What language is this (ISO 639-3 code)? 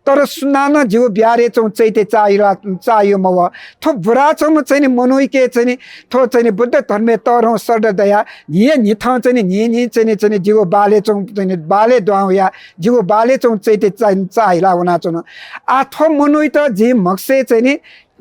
new